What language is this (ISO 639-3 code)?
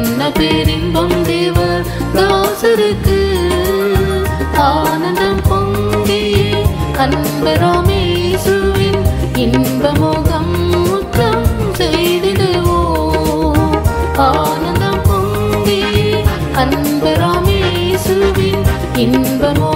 tam